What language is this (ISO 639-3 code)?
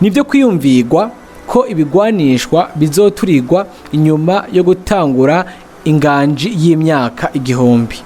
run